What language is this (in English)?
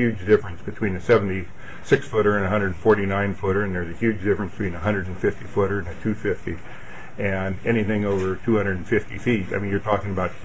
English